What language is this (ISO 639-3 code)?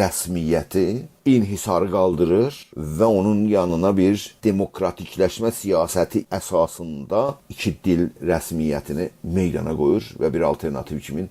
azb